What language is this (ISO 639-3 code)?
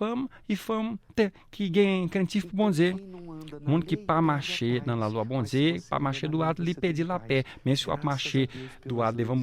hat